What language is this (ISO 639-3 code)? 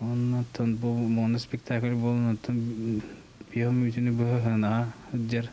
sah